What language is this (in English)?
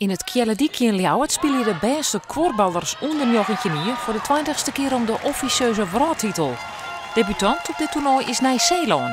Western Frisian